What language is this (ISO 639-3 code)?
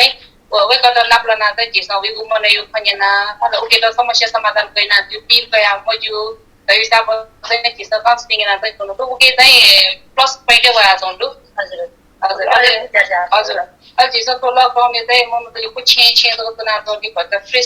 new